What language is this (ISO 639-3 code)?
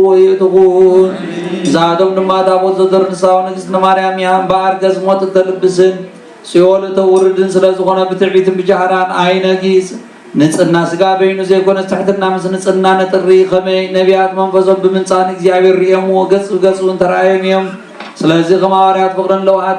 tir